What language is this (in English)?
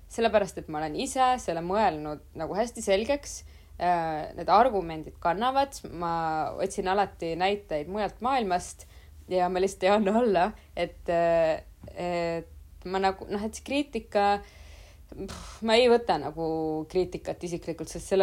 Estonian